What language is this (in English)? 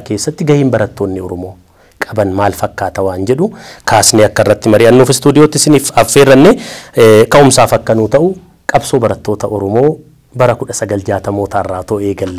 Oromo